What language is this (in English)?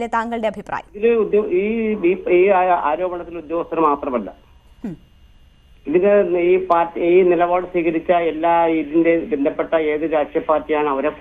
Malayalam